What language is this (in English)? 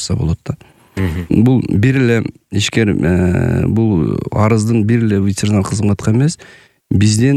Kyrgyz